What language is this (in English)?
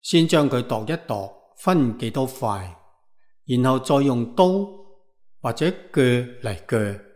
Cantonese